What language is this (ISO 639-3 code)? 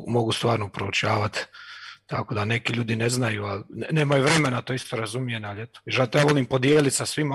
hrv